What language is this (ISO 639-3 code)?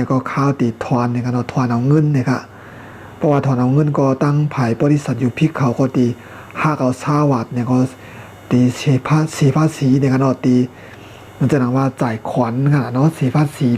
shn